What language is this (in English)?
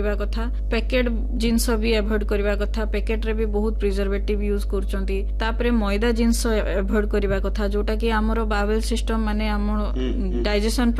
Odia